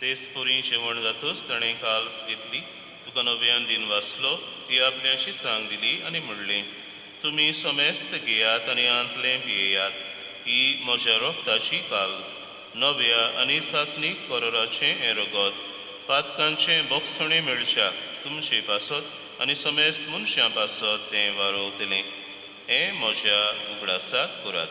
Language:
Konkani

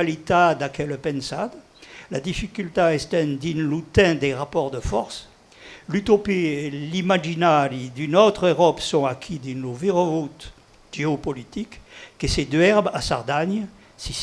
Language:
Occitan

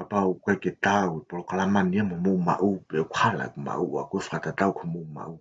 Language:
Tongan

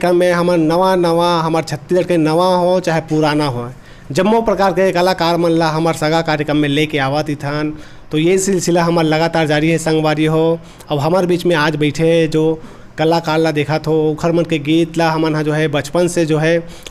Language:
Chhattisgarhi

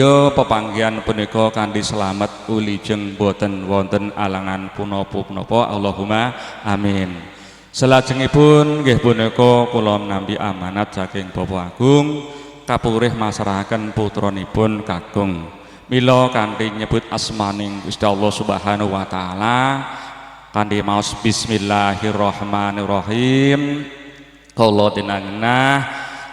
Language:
Javanese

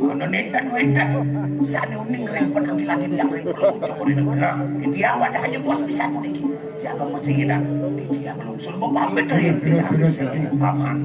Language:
Balinese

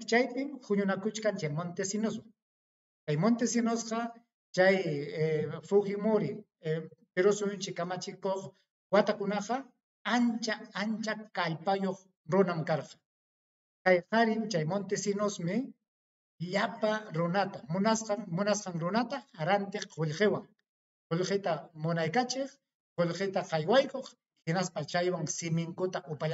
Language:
Ayacucho Quechua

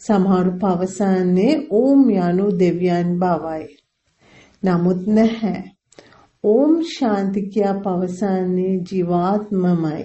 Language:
Sinhala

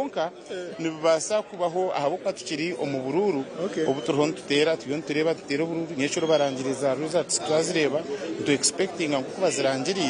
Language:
Nyankole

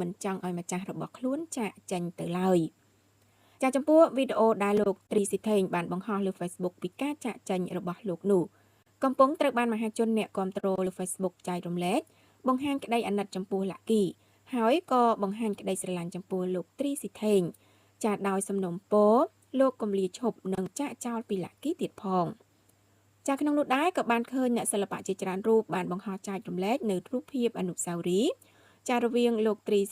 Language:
Khmer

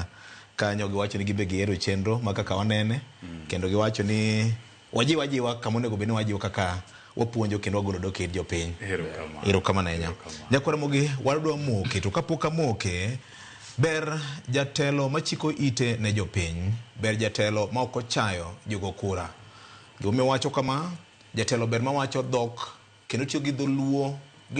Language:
Luo (Kenya and Tanzania)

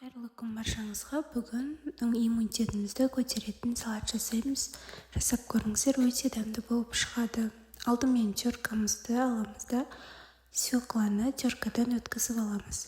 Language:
Kazakh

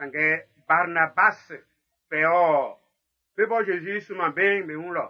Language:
Baoulé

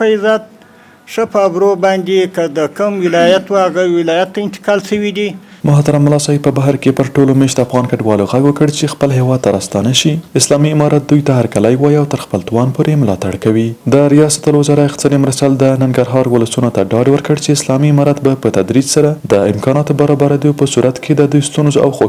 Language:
Pashto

